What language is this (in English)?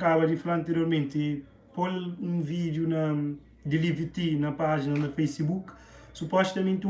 Kabuverdianu